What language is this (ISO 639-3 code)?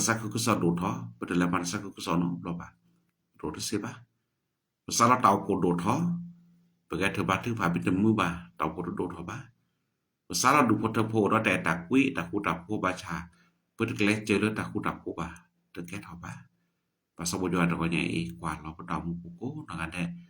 ksw